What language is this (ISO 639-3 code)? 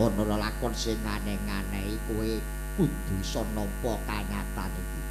jav